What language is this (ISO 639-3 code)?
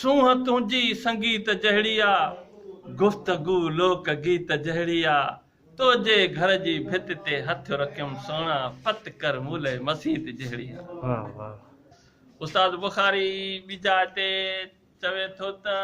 snd